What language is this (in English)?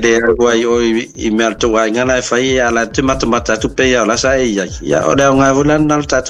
Samoan